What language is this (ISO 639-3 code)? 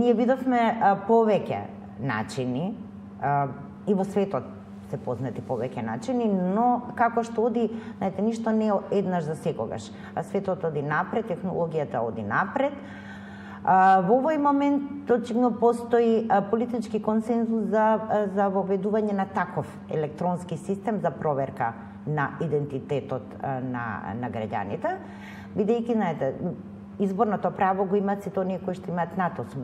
mkd